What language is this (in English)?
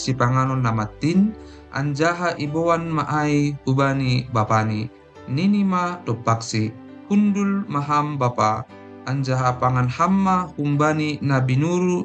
Batak Simalungun